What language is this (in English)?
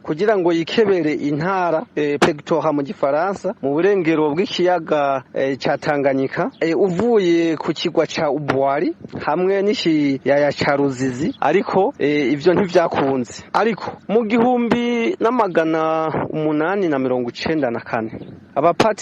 Rundi